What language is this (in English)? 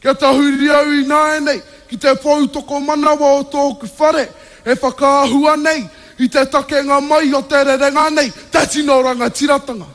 Māori